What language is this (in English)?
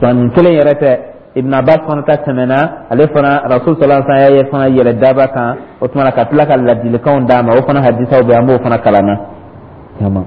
Dyula